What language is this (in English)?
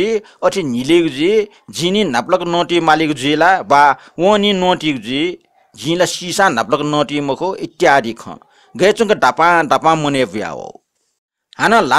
Newari